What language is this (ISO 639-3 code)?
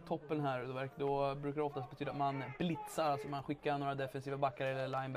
swe